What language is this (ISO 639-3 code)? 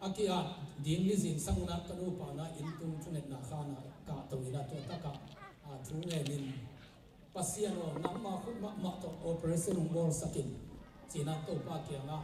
ctd